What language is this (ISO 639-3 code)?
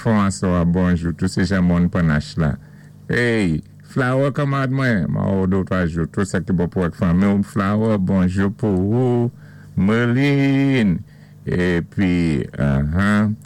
acf